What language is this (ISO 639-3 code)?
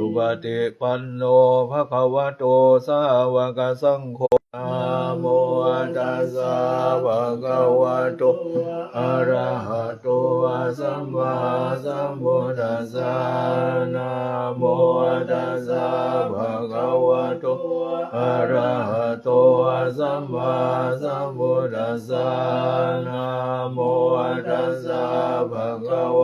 pli